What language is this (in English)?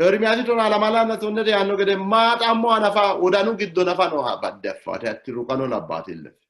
Sidamo